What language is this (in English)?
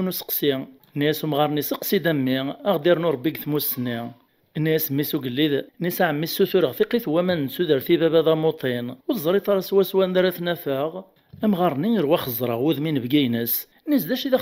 Kabyle